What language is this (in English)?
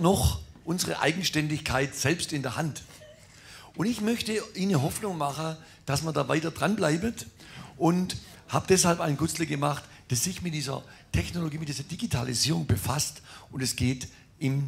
Swabian